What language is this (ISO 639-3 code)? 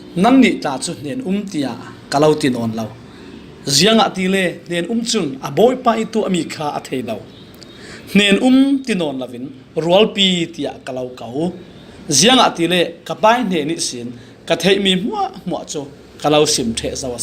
cfm